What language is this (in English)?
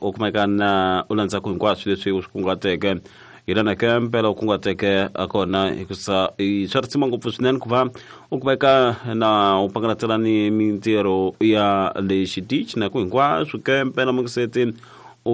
Tsonga